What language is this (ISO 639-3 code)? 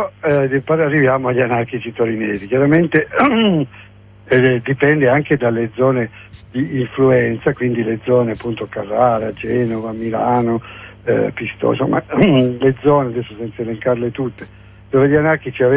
ita